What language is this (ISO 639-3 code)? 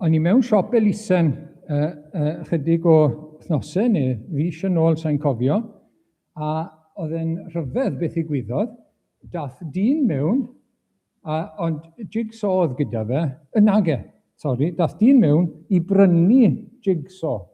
cym